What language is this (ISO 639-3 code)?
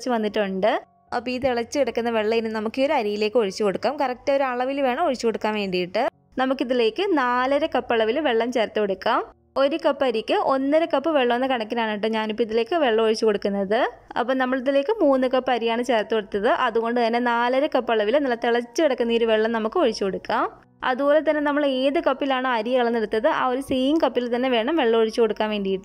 mal